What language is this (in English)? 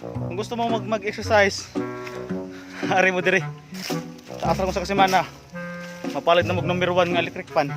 Cebuano